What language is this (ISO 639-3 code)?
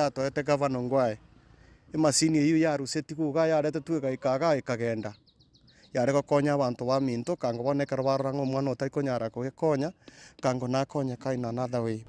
guz